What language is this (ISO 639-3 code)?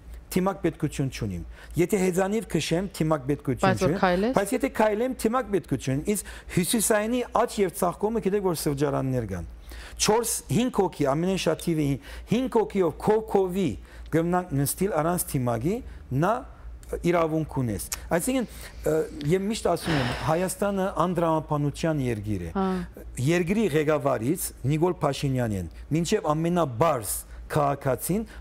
hye